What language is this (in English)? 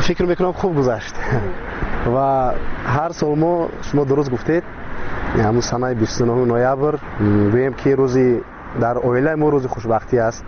Tajik